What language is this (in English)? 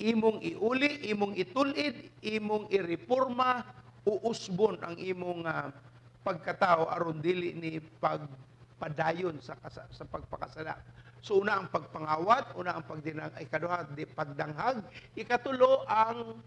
Cebuano